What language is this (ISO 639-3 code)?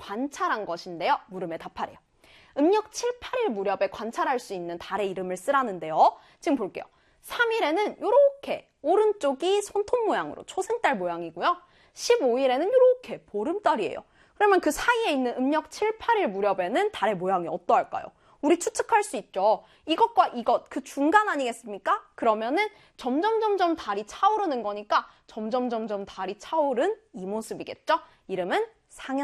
kor